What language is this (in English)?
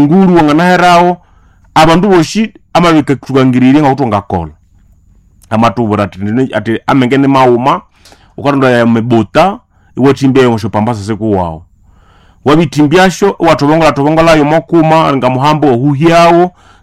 Nande